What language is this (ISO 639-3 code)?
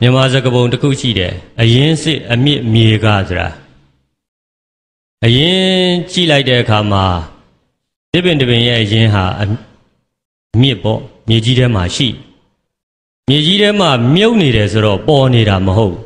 mya